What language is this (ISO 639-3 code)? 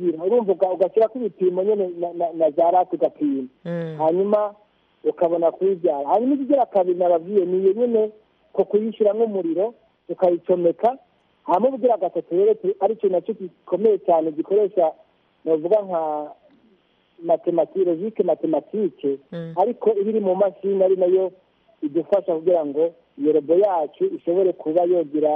kin